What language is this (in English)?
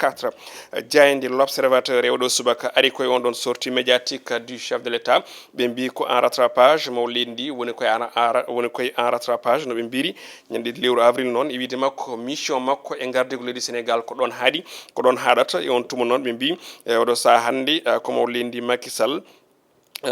Fula